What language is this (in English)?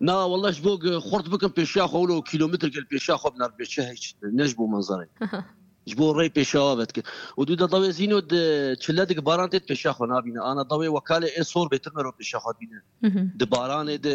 Kurdish